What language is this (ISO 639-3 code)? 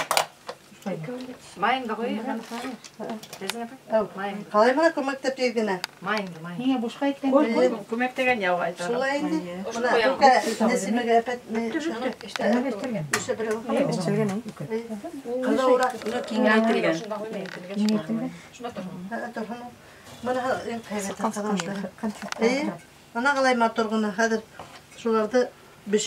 bak